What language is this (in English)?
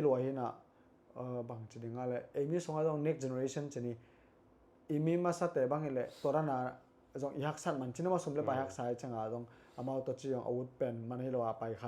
Tedim Chin